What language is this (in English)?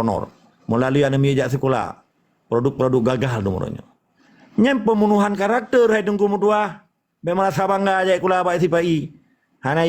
Achinese